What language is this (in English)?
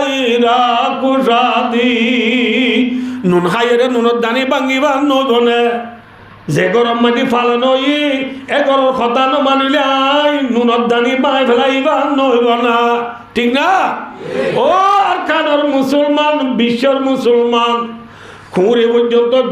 Rohingya